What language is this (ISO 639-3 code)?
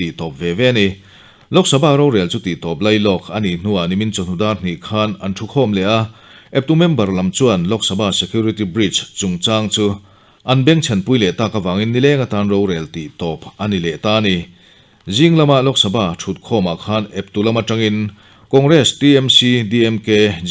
lus